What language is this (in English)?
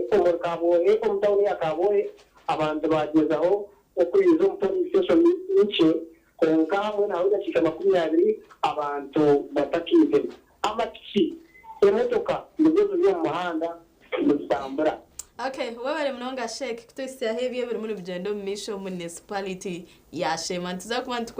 Nyankole